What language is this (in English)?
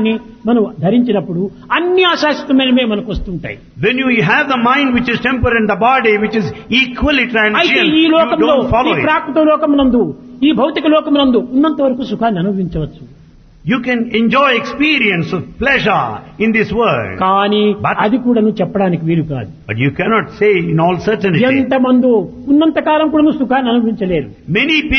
Telugu